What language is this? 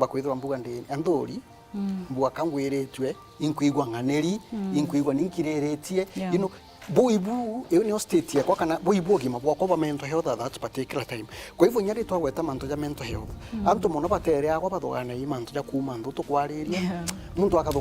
Meru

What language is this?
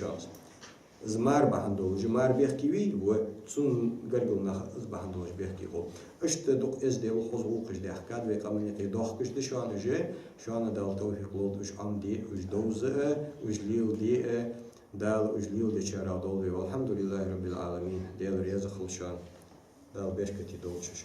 Ingush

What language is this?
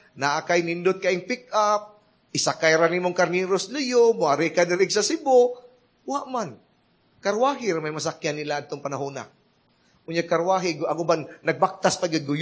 Cebuano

